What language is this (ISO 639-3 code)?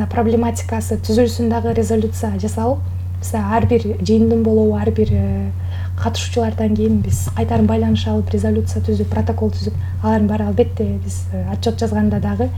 kir